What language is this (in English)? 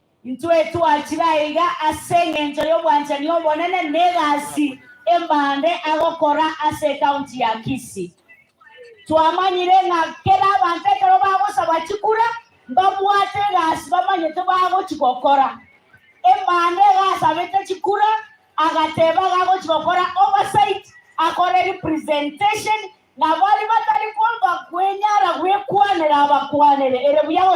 Gusii